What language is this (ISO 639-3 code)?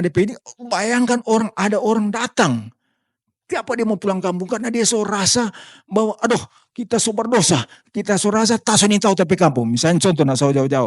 xmm